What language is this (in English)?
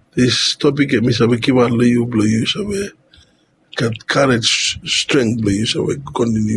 Bislama